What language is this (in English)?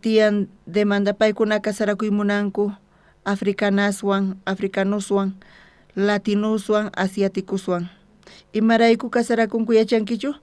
South Bolivian Quechua